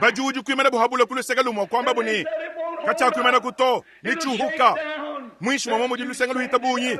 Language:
Luba-Lulua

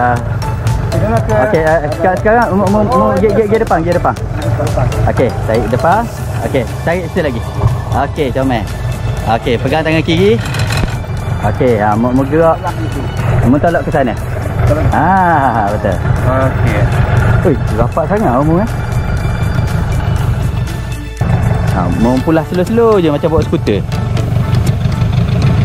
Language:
Malay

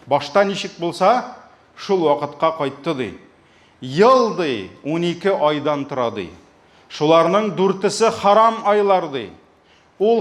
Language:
Tatar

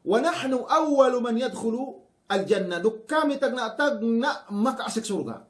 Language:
Yakan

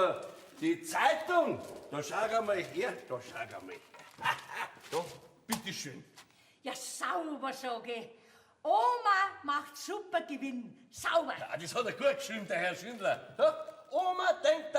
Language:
Bavarian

